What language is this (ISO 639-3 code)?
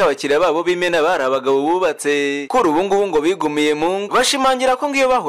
kin